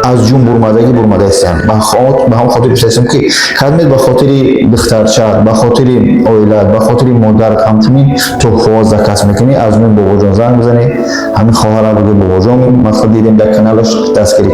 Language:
Tajik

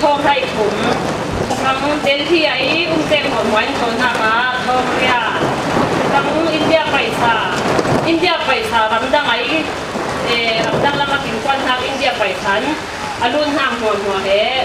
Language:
Falam Chin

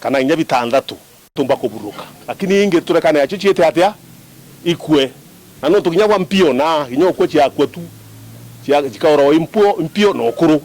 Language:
Meru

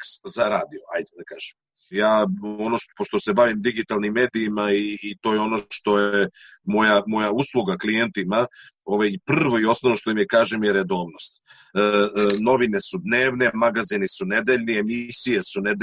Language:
Serbian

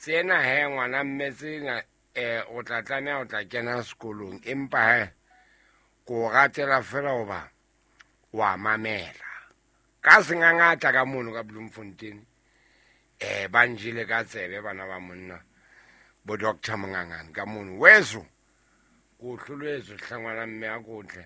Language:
Southern Sotho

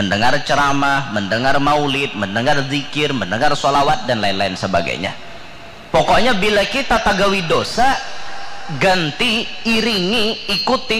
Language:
Banjar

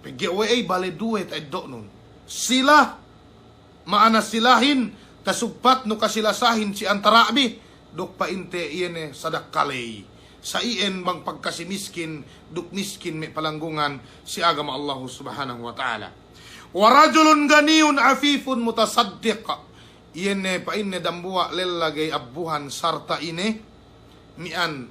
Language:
Yakan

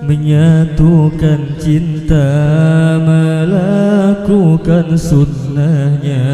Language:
Banjar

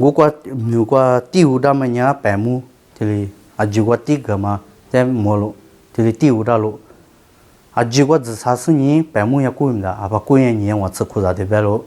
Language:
Lisu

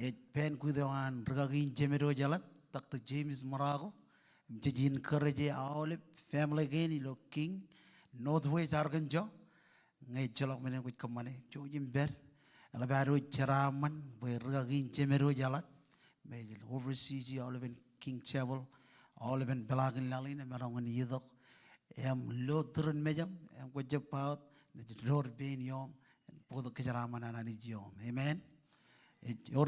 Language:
Marshallese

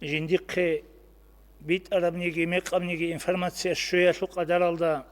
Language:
Avaric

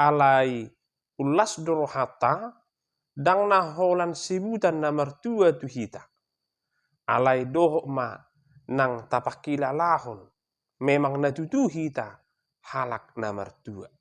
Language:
Batak Toba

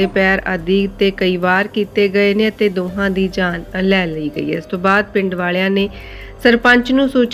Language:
Punjabi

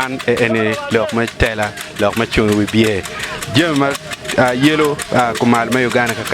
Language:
Acoli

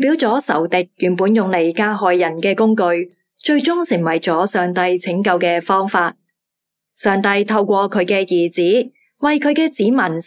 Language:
Cantonese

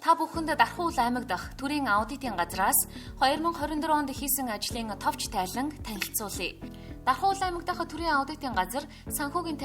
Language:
Mongolian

